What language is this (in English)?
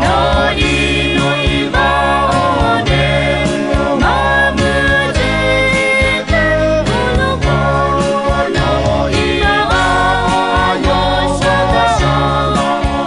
Akha